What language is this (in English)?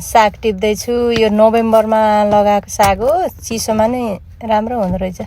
Nepali